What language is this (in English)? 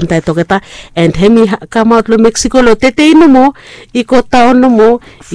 Bislama